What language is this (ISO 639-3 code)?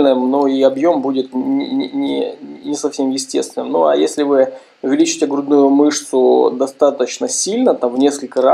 rus